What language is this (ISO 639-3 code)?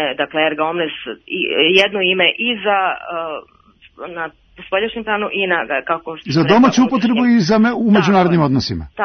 srp